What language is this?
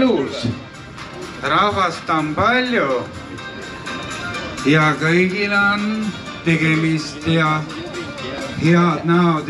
Estonian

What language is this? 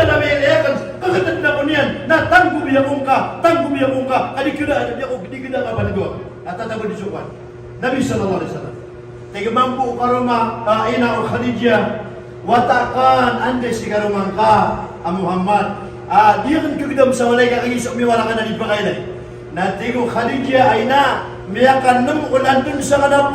Maranao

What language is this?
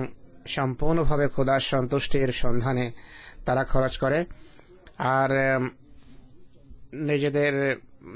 Bangla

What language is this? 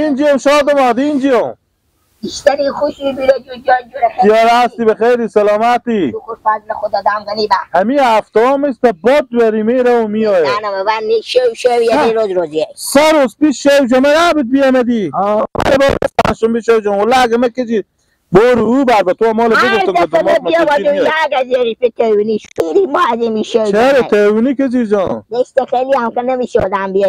Hazaragi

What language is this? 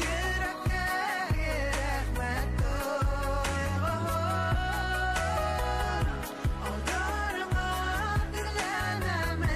Bashkir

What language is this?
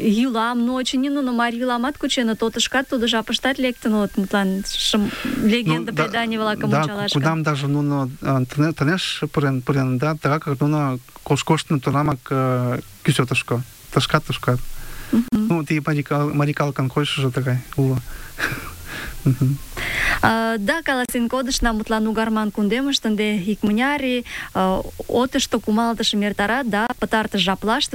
Mari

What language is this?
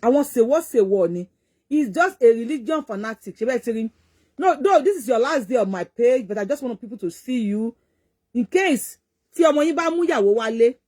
Yoruba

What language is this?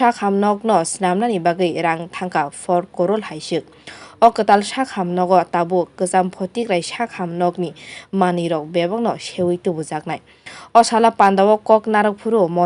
Kok Borok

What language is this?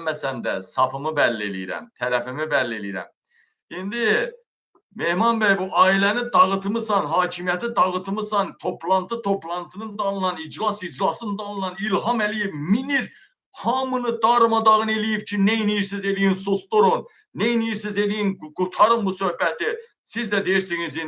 Azerbaijani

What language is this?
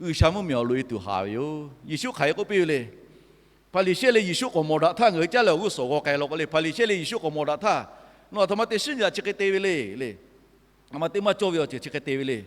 Lahu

